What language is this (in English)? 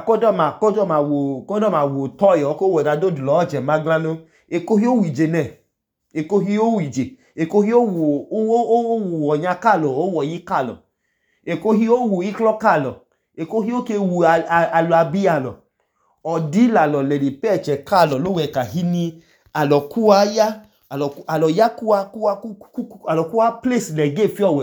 Idoma